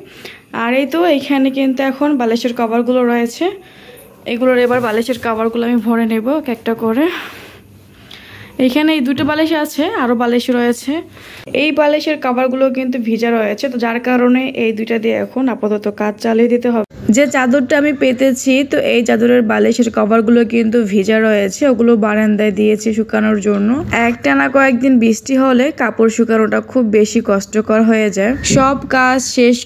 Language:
Bangla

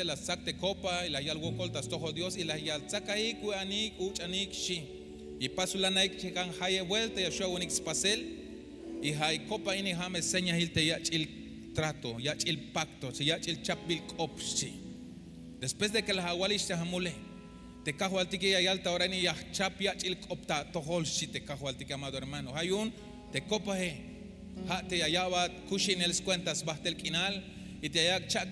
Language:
Tzeltal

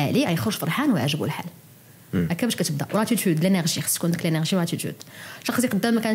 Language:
Moroccan Arabic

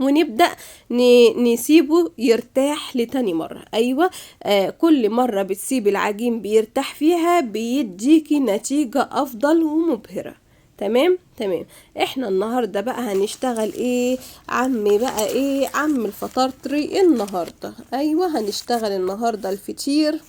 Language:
Egyptian Arabic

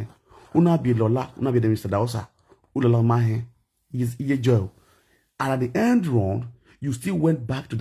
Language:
Nigerian Pidgin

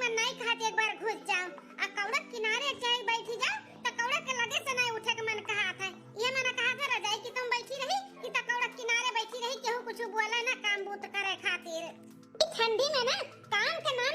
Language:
Awadhi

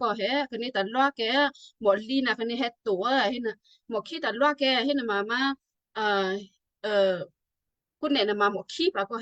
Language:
Western Kayah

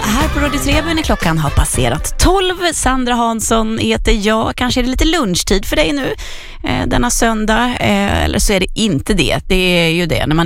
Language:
Swedish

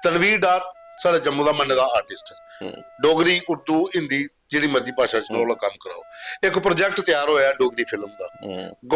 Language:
Dogri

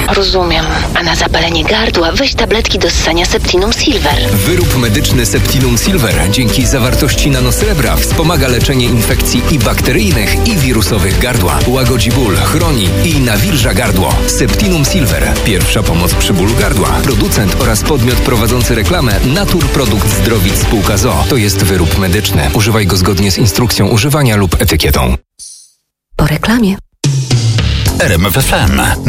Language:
Polish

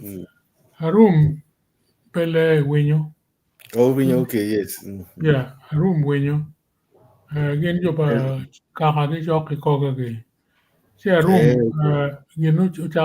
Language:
Acoli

